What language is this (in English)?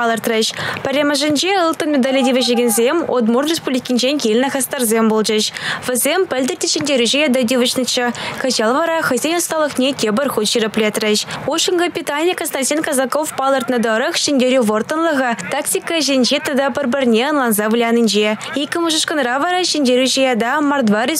Chuvash